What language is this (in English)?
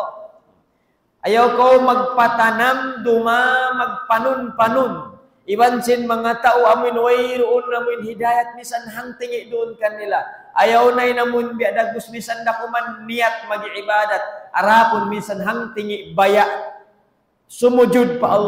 Tausug